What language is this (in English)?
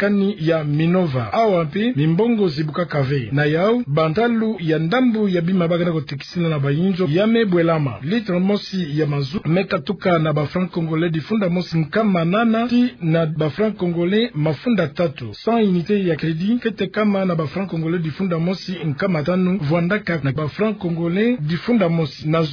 Kituba (Democratic Republic of Congo)